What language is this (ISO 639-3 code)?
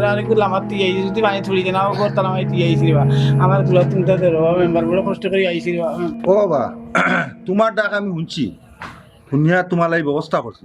syl